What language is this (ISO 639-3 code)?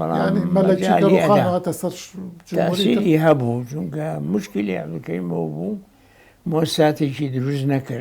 ckb